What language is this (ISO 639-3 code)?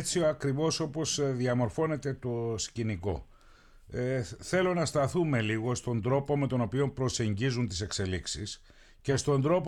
ell